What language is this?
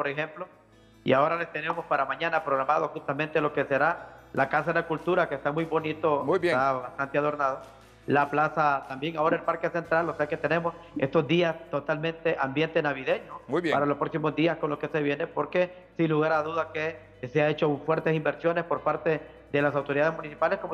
Spanish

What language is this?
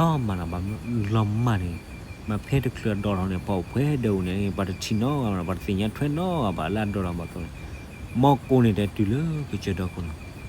S'gaw Karen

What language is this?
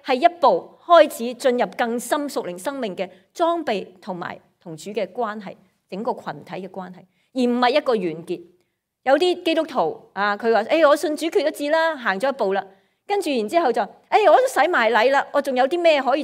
Cantonese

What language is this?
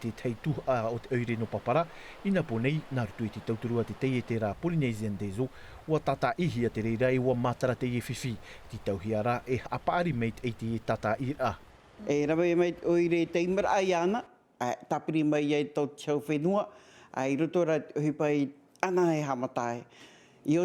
Tahitian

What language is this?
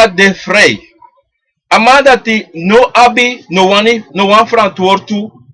Sranan Tongo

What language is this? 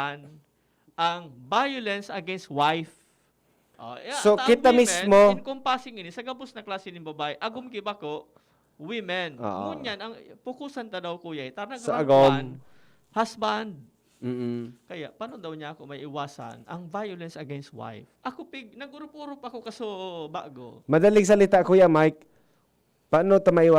Bikol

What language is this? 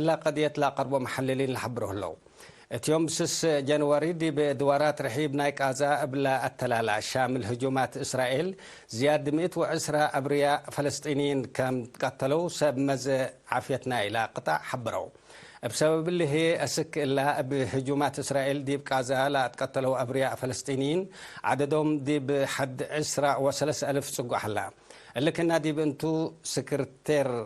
Tigre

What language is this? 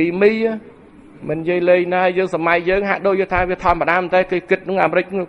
Khmer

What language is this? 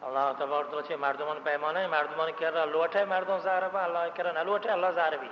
Baluchi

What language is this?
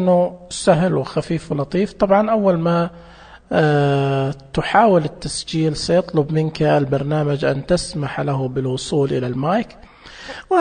Najdi Arabic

